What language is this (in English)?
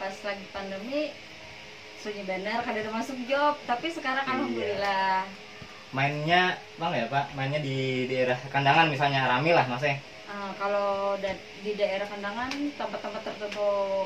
Banjar